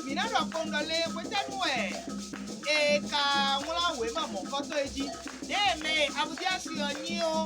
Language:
Fon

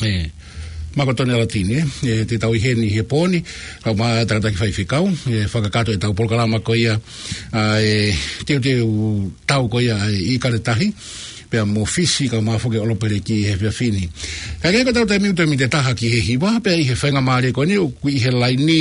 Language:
Tongan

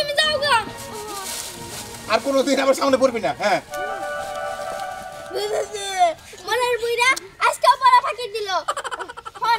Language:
Bangla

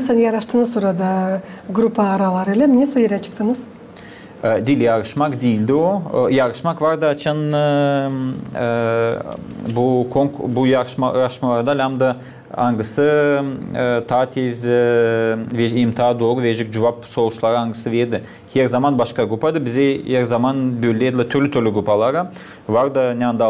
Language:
Gagauz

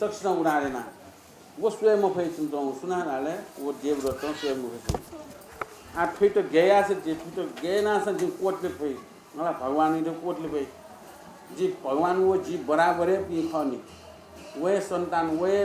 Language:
Newari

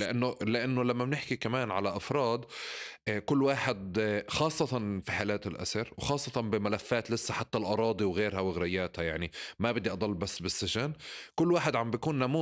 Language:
North Levantine Arabic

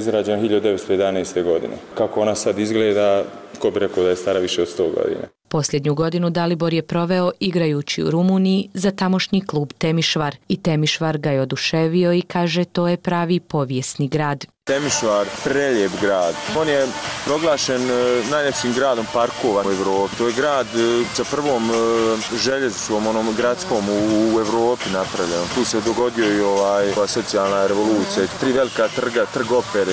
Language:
Bosnian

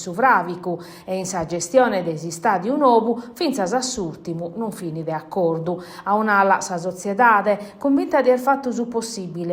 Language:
Sardinian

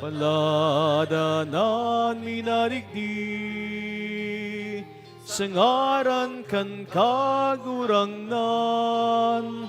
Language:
Bikol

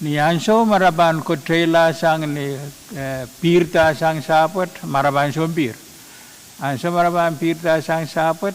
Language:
Pohnpeian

